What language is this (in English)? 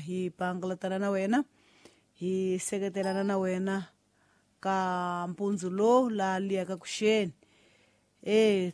Tsonga